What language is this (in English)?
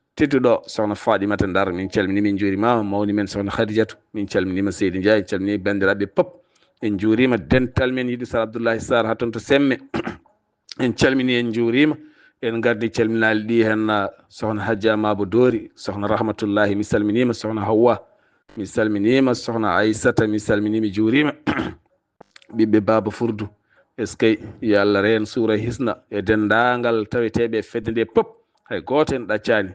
Fula